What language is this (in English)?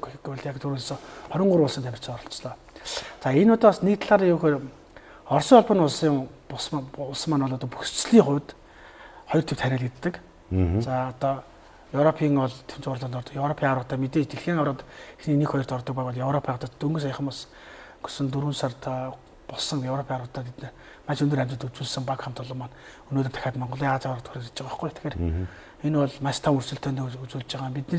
Mongolian